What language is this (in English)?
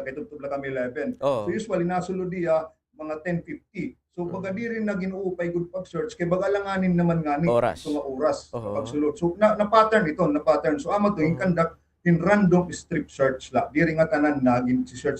Waray